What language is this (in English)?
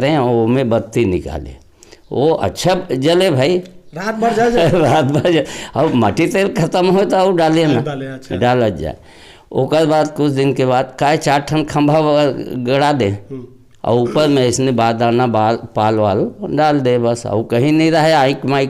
Chhattisgarhi